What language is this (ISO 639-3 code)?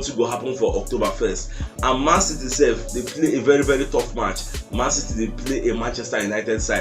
pcm